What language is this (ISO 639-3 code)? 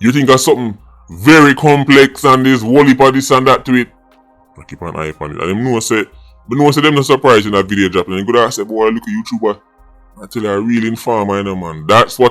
jam